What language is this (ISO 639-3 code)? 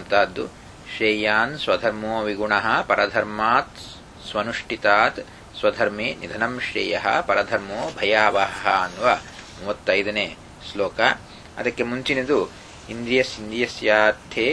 kan